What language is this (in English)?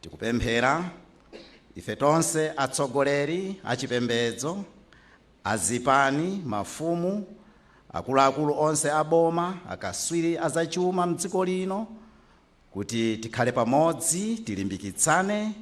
Nyanja